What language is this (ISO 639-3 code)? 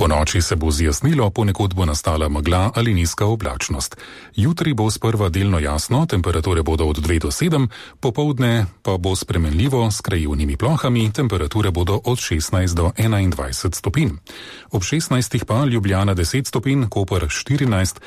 slv